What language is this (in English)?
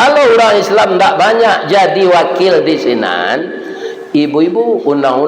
Minangkabau